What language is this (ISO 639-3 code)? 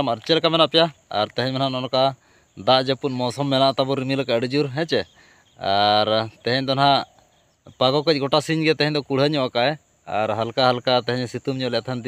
sat